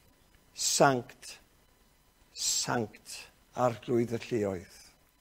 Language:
Welsh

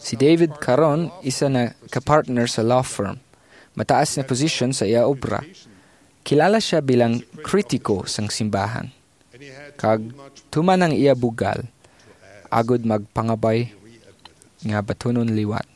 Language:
Hiligaynon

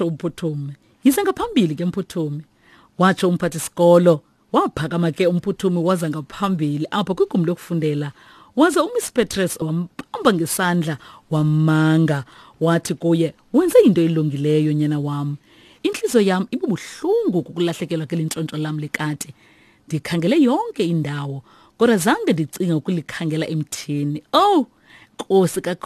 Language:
Xhosa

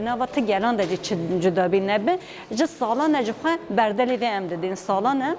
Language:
Kurdish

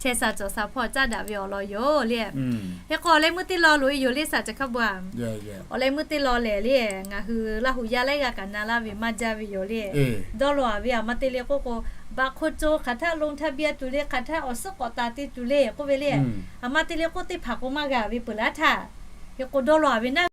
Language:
Lahu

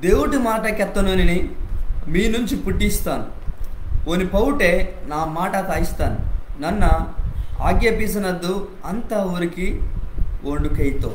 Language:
Koya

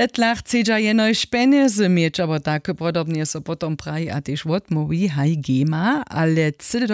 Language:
Upper Sorbian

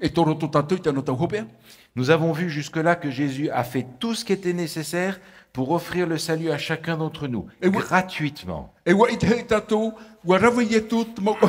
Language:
Tahitian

